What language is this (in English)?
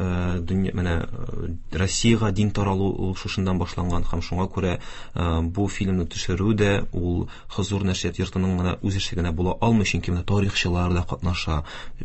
Tatar